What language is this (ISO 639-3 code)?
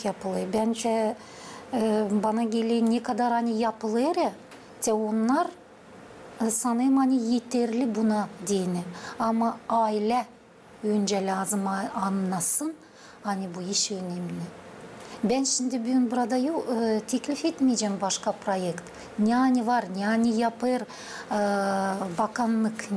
gag